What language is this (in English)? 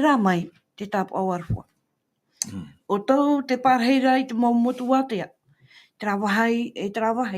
Tahitian